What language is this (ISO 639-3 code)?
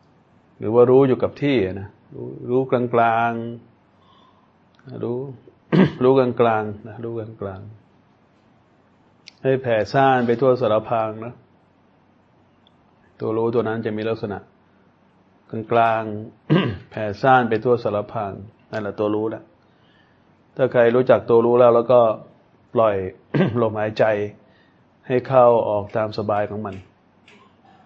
tha